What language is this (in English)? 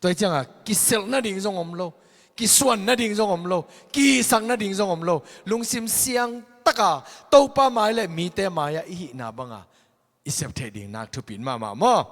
Tedim Chin